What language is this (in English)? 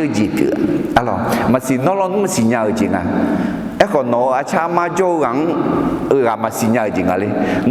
Akha